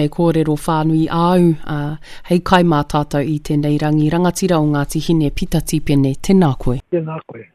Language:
Māori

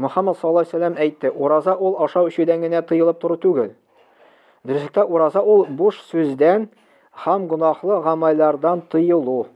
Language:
Tatar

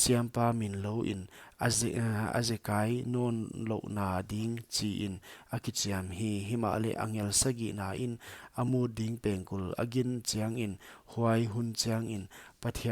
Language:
Paite Chin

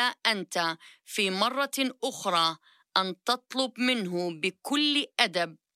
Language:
Arabic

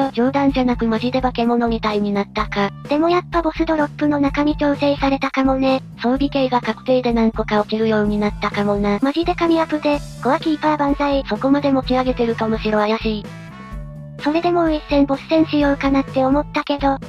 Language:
Japanese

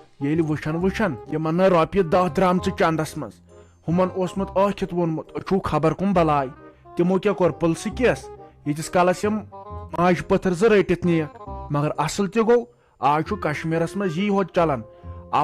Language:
Kashmiri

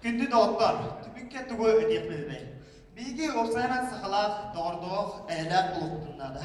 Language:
Yakut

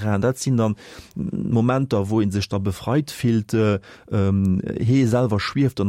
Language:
Luxembourgish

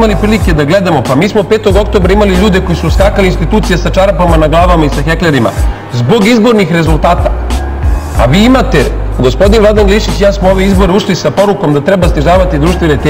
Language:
Serbian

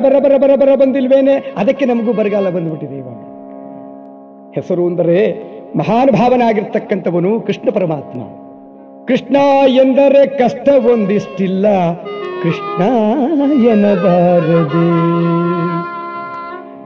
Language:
Kannada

